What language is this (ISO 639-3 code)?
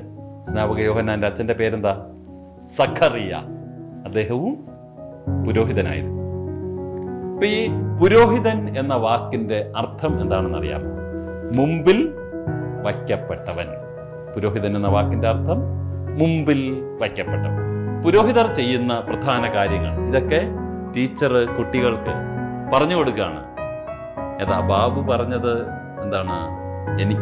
mal